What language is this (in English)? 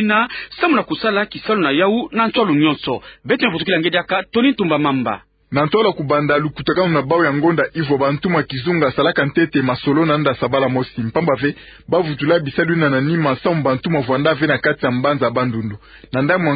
Kituba (Democratic Republic of Congo)